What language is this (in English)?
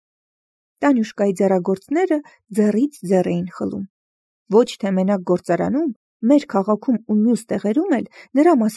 Armenian